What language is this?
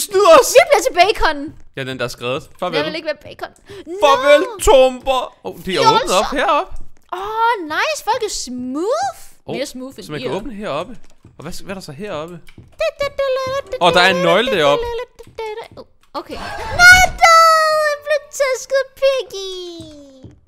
Danish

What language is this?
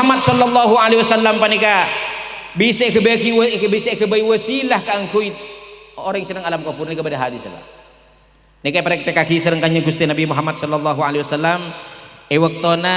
Madurese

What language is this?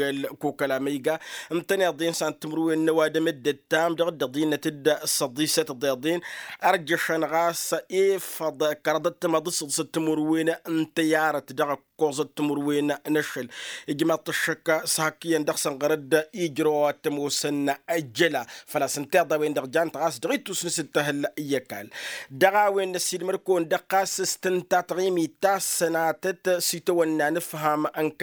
Tamasheq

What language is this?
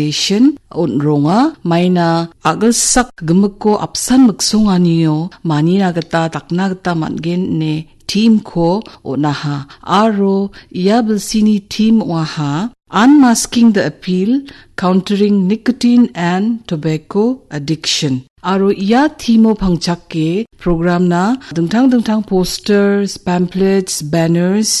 Garo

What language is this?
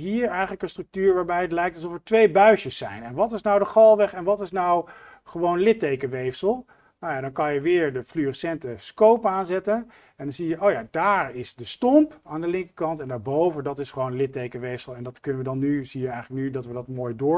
Dutch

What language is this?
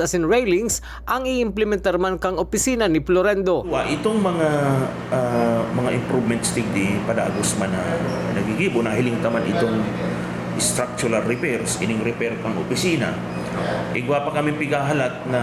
Bikol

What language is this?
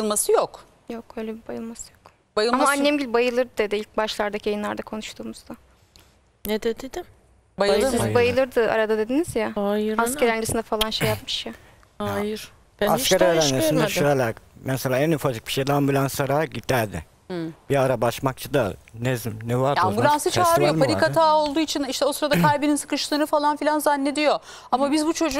Turkish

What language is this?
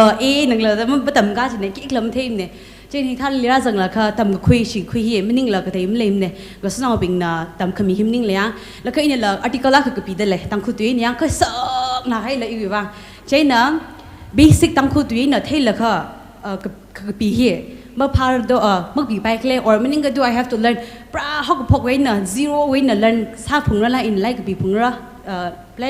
Tangkhul Naga (India)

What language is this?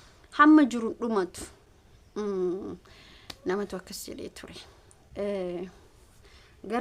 Oromo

